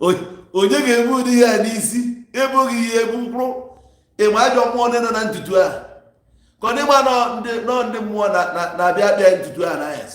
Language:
Igbo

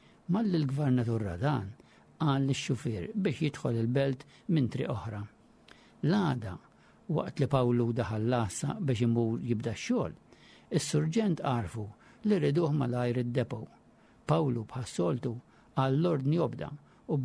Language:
Maltese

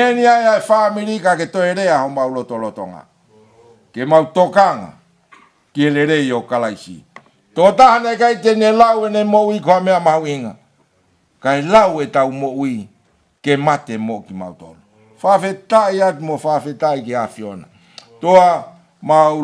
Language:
Tongan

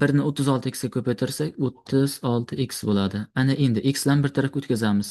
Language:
Uzbek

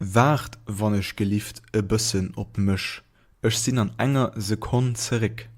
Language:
Luxembourgish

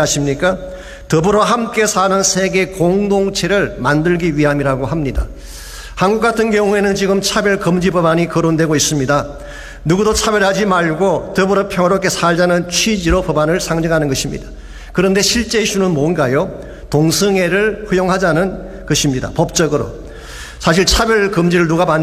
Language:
Korean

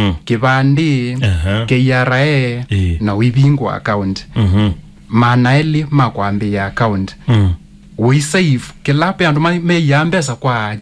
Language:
Kamba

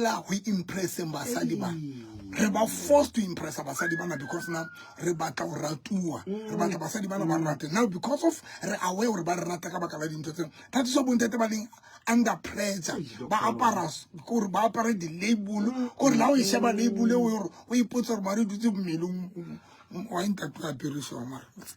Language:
Southern Sotho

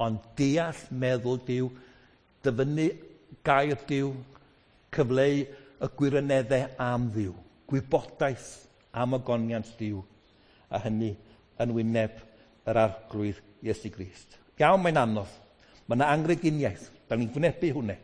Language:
Welsh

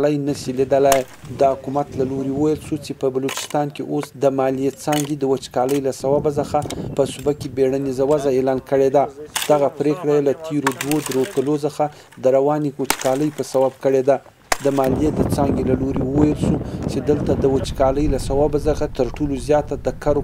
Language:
Pashto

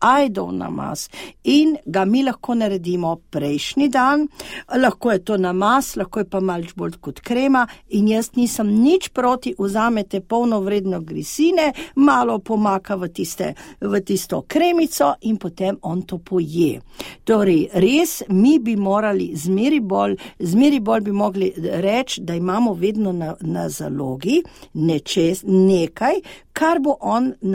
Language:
Slovenian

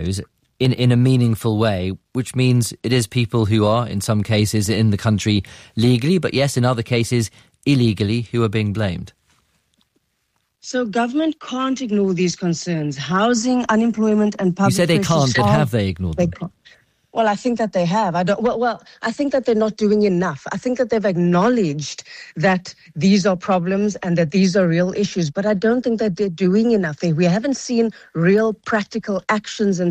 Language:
English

